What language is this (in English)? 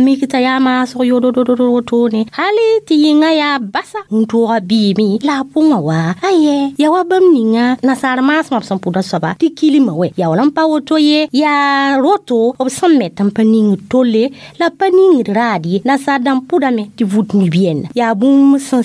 Mossi